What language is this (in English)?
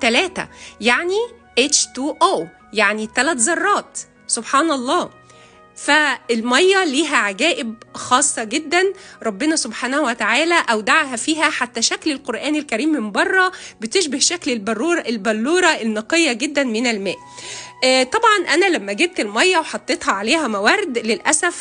Egyptian Arabic